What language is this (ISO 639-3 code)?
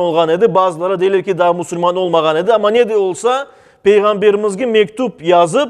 crh